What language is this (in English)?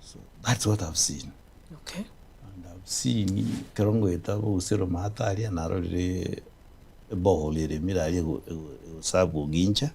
Gusii